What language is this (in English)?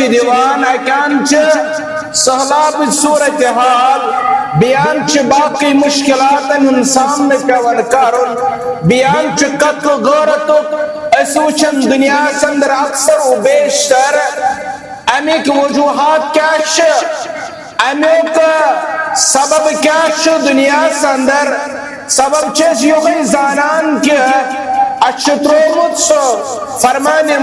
Kashmiri